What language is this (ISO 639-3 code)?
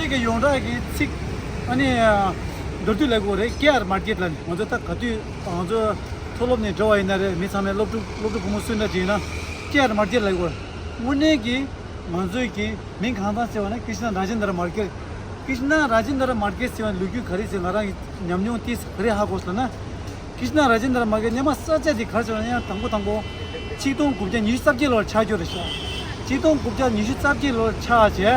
bod